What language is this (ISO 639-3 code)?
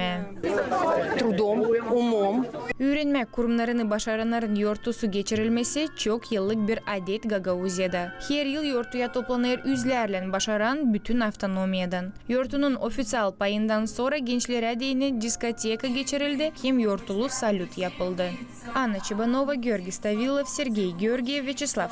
gag